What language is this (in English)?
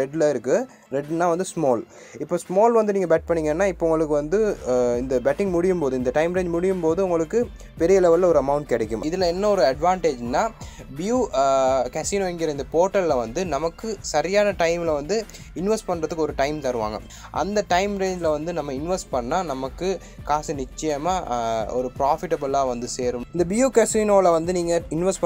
Tamil